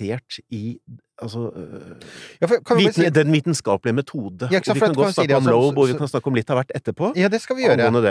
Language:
Norwegian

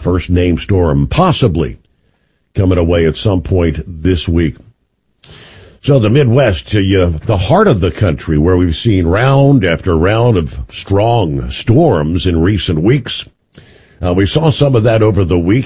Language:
English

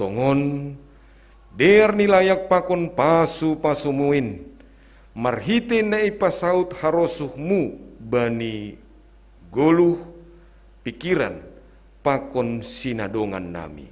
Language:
Batak Simalungun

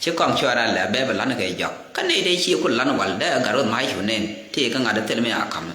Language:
Nuer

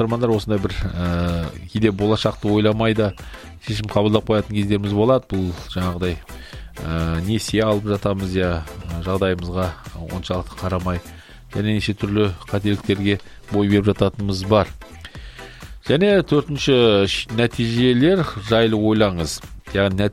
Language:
Kazakh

